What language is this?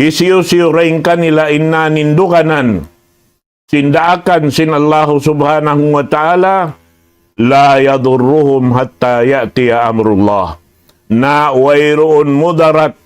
Tausug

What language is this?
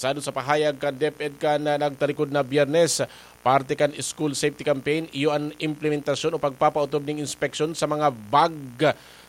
Bikol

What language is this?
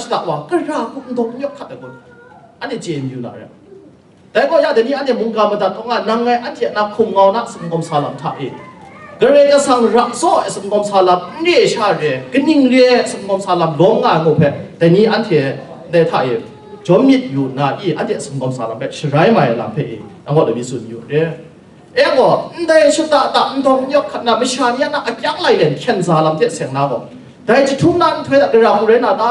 Kachin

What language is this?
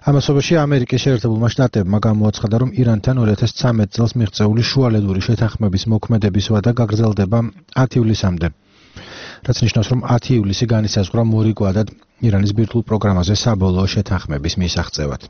Georgian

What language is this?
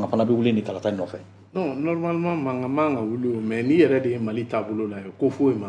Bambara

